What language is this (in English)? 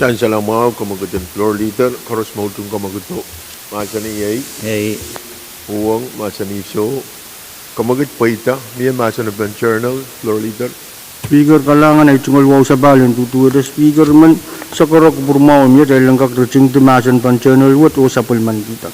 Pohnpeian